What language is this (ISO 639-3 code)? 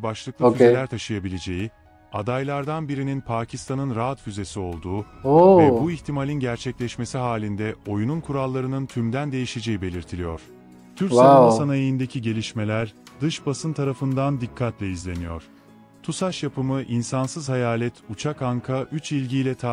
tur